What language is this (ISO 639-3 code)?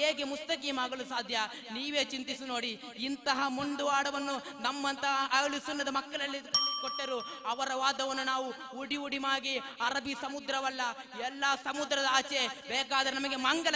kan